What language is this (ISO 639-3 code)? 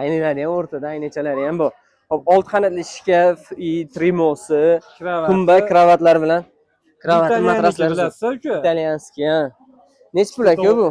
uzb